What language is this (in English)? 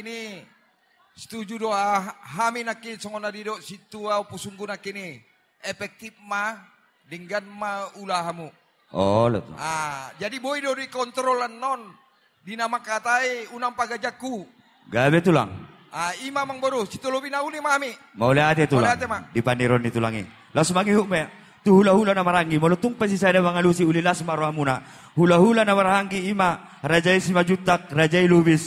Batak Toba